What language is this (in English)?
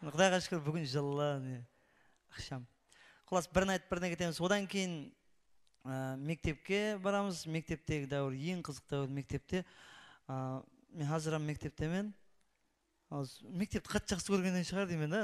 Kara-Kalpak